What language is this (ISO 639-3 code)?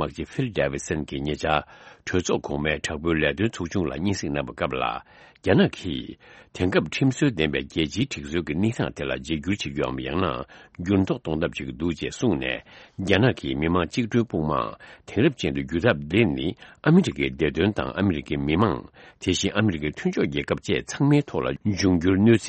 bod